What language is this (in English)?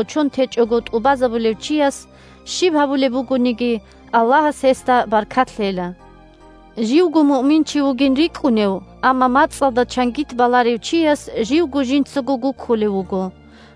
Avaric